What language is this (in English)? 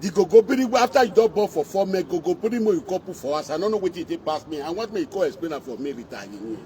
Nigerian Pidgin